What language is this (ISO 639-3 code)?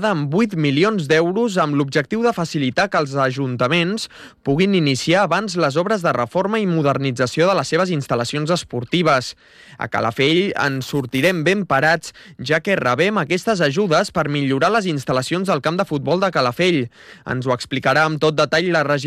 cat